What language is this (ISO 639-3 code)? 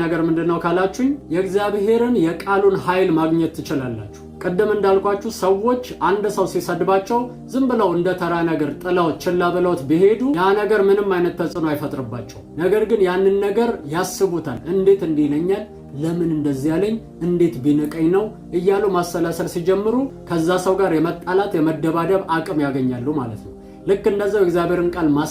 amh